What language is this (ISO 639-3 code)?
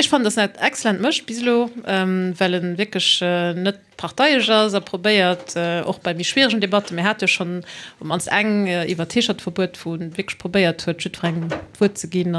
ltz